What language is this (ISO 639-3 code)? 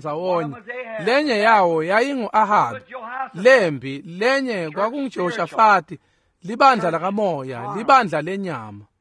ssw